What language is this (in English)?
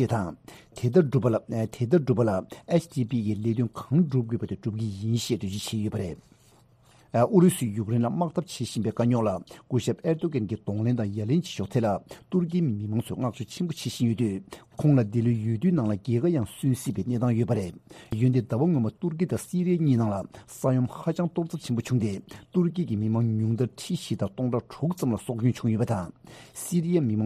Tibetan